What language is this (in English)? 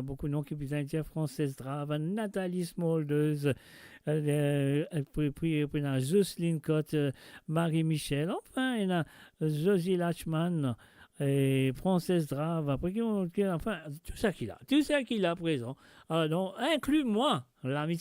Morisyen